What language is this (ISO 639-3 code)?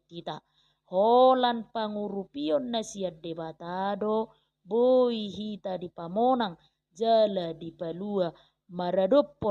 bbc